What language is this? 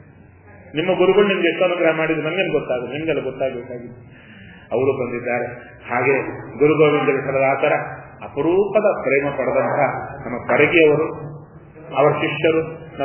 Kannada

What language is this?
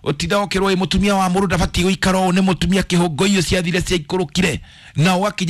Kikuyu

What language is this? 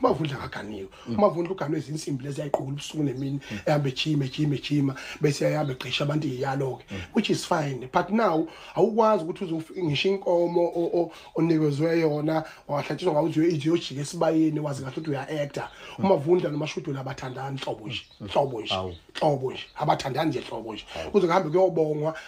Zulu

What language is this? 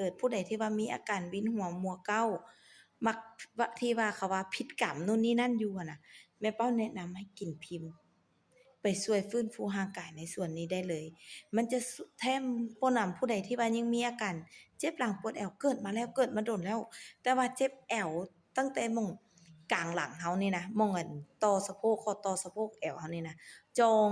Lao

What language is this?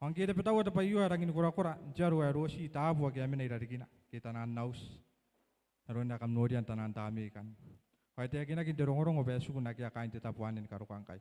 Gilbertese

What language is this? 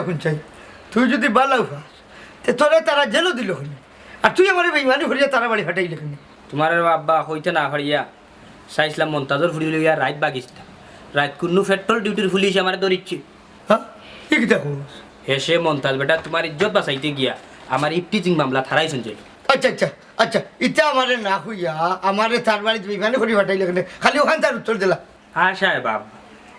Sylheti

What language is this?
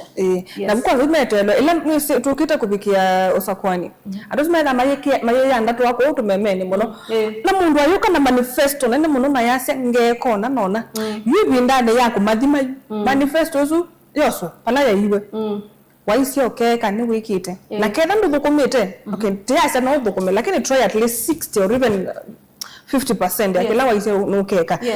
Kamba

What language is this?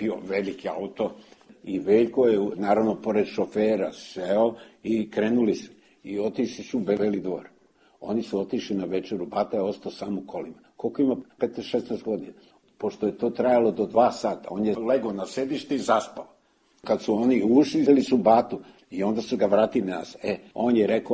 Serbian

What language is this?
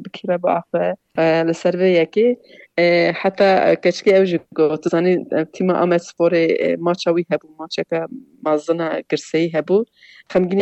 Kurdish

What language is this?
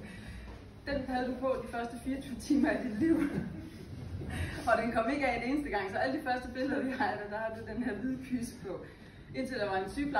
Danish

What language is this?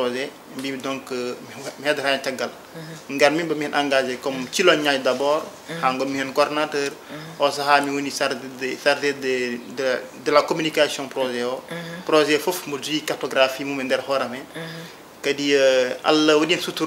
Fula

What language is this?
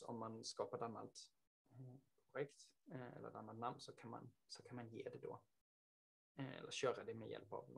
Swedish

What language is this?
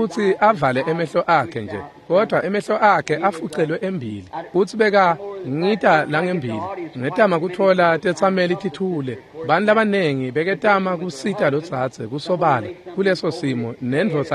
Swati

